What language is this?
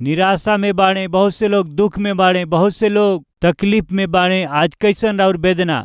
Bhojpuri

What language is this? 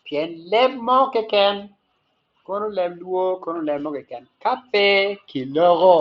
Acoli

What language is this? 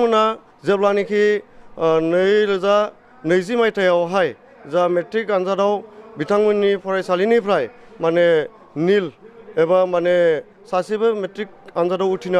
Bodo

